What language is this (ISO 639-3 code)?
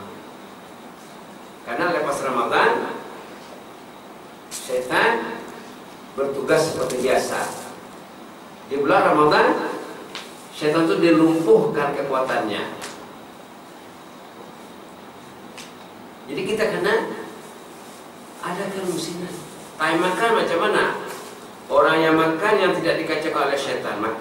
msa